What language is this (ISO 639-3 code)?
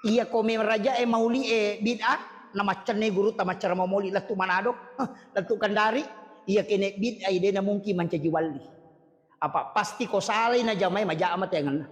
bug